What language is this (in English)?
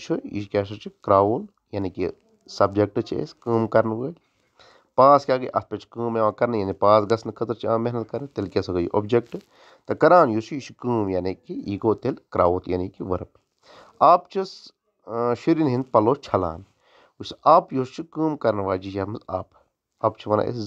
Kashmiri